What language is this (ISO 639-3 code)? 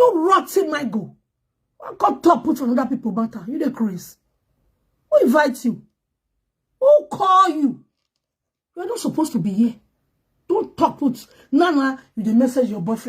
pcm